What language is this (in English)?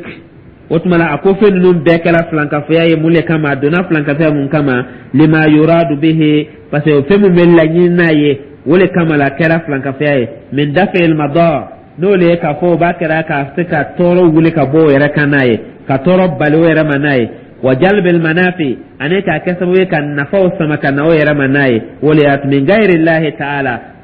Dyula